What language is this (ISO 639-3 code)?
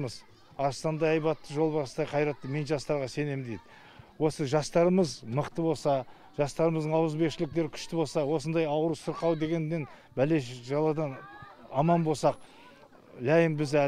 kaz